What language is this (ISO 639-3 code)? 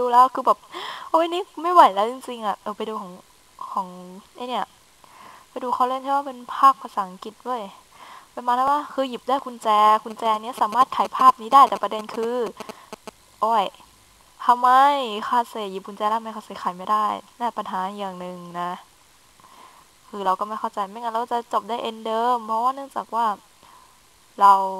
tha